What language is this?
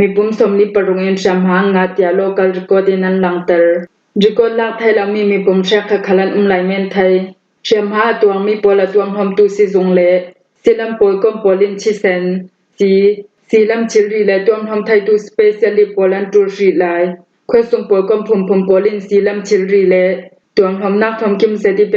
Falam Chin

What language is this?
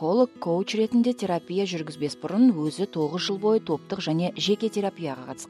Kazakh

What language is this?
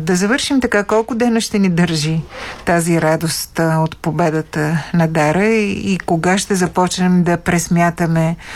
Bulgarian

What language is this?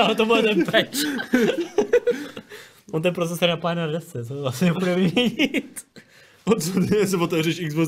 Czech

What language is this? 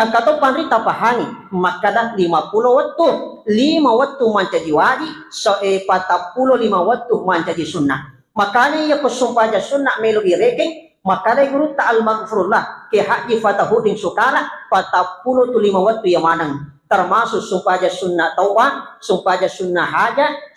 Buginese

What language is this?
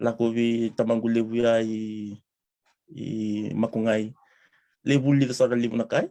Fijian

